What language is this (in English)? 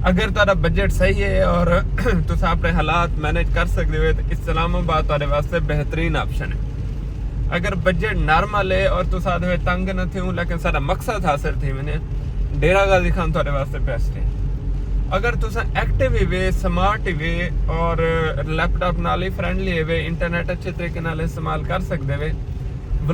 Saraiki